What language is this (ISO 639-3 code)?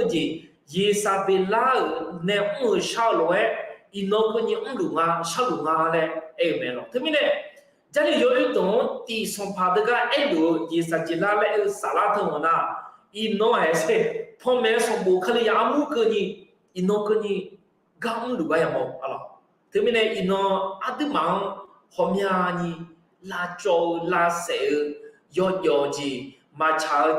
ahk